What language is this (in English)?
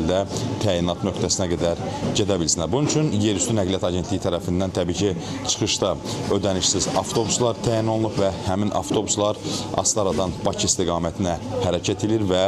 Azerbaijani